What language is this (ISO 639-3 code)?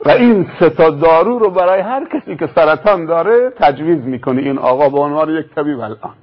tgk